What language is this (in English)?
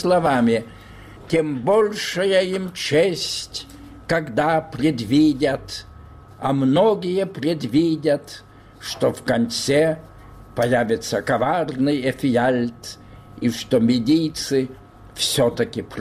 Russian